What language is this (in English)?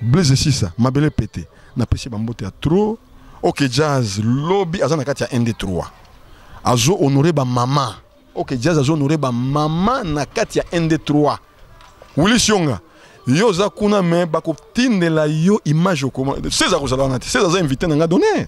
Lingala